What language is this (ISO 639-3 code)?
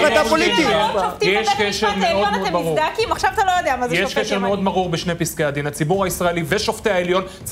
heb